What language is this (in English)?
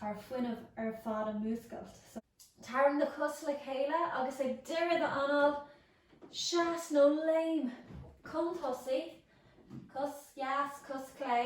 Irish